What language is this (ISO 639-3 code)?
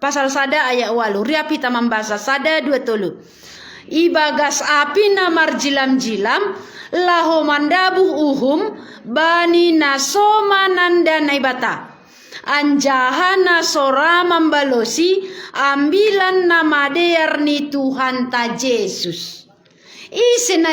bts